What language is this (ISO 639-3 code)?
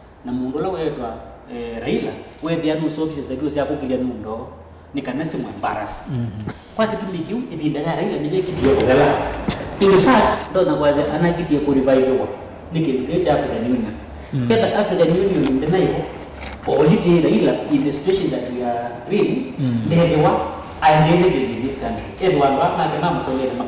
kam